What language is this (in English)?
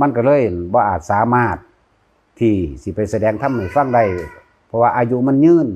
Lao